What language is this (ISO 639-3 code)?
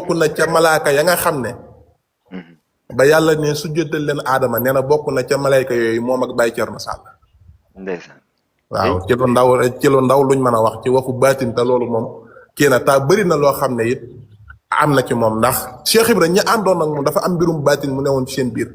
wol